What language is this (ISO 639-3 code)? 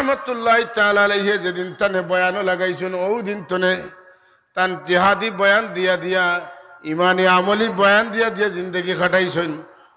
syl